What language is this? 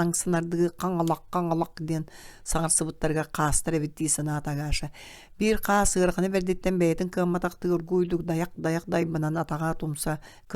Yakut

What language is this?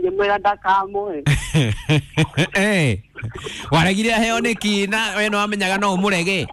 Kikuyu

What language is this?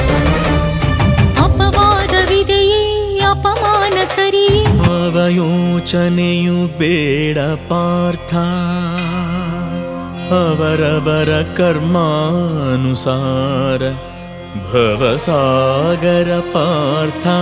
Kannada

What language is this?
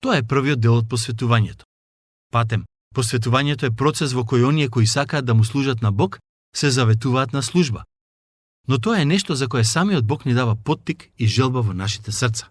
Macedonian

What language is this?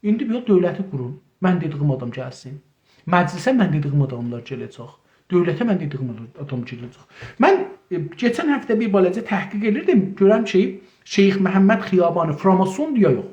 South Azerbaijani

